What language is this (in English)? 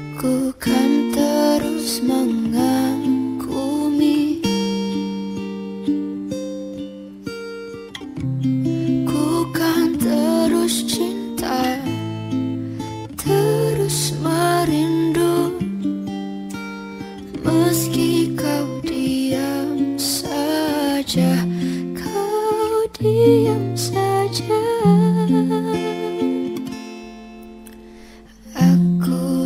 Indonesian